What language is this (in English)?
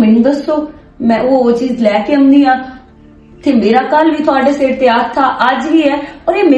Western Panjabi